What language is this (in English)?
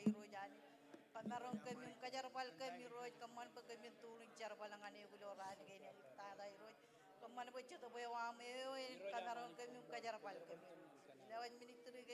Marshallese